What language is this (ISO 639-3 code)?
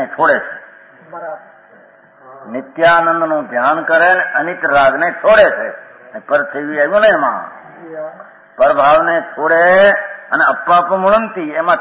guj